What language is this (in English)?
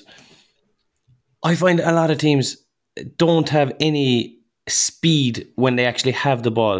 English